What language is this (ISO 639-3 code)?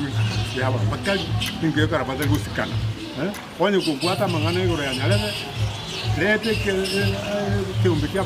guz